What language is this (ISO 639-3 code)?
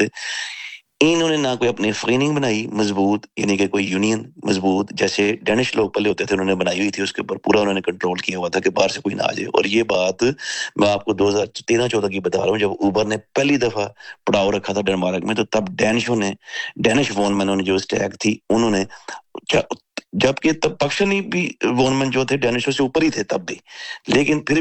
urd